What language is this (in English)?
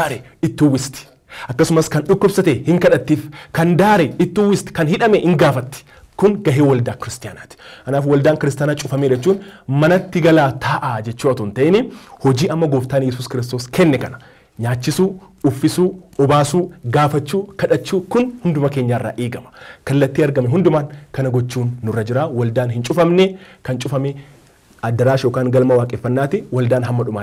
Oromo